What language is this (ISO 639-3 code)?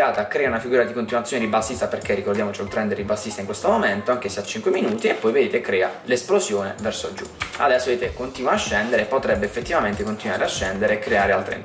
ita